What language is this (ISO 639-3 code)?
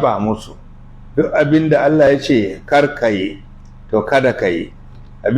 hau